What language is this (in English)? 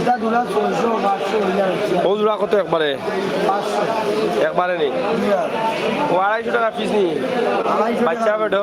Sylheti